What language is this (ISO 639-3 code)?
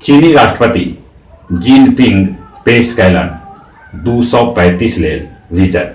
mag